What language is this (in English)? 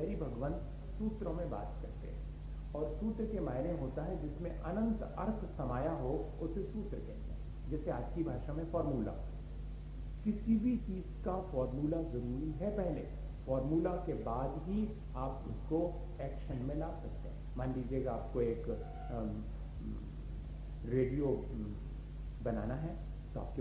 Hindi